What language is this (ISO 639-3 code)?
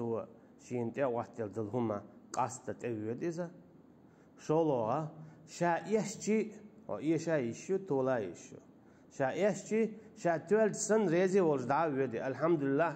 che